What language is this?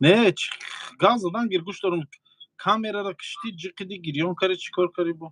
Tajik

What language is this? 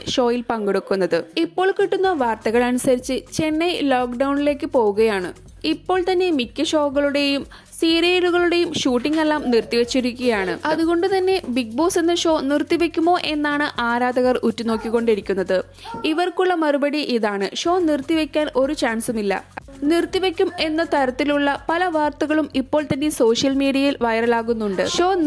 Malayalam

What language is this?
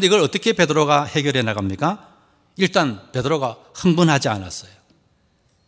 Korean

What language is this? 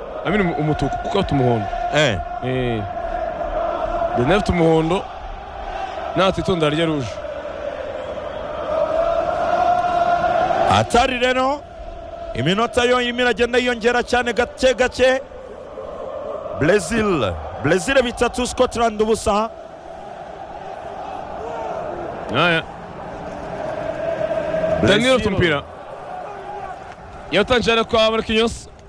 Kinyarwanda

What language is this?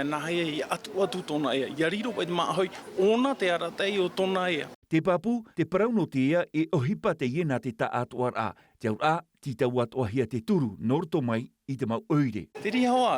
Tahitian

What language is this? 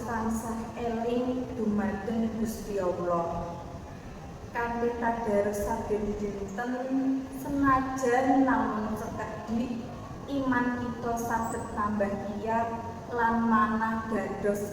Javanese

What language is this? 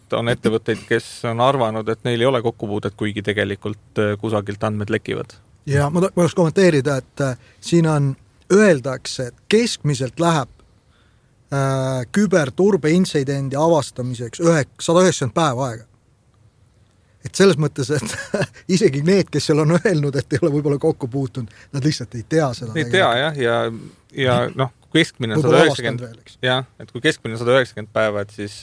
Estonian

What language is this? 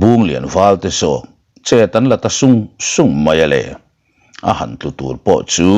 Mizo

